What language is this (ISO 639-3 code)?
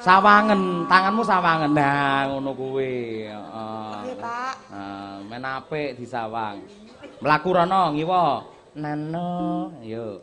jav